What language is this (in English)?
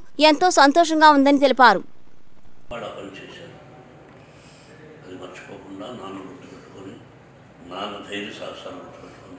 Telugu